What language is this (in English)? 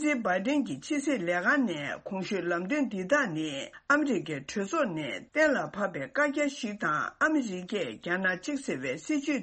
Tibetan